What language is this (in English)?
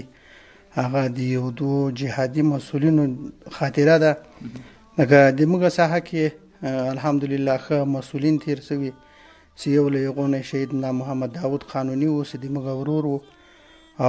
Pashto